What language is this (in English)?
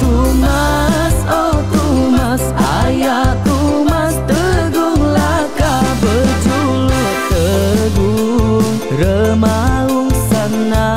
Iban